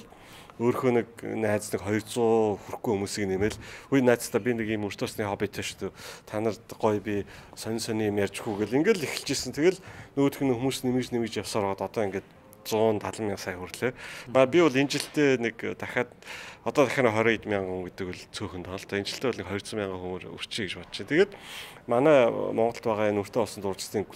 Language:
Mongolian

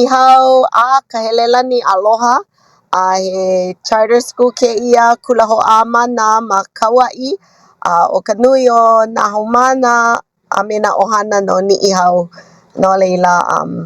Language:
Hawaiian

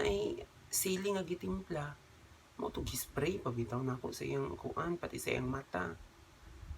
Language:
Cebuano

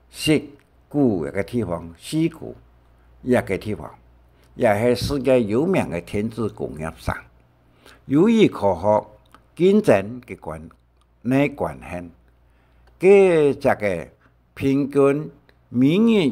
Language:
Hakka Chinese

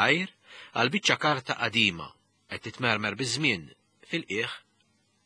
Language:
Maltese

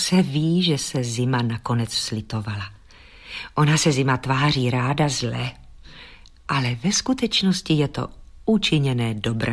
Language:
Czech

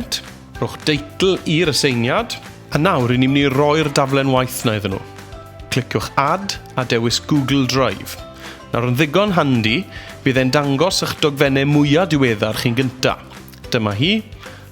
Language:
Welsh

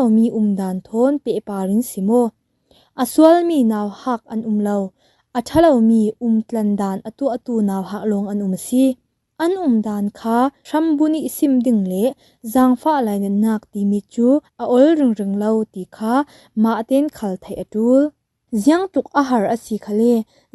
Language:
Falam Chin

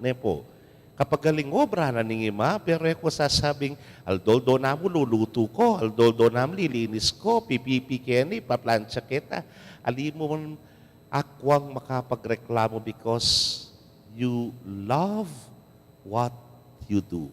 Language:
Pampanga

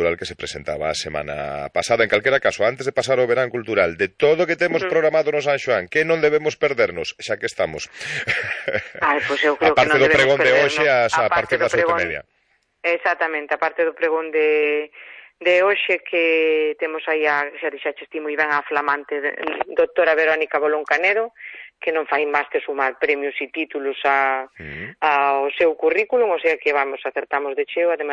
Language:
Galician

